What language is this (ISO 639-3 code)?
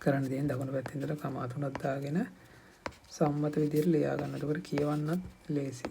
sin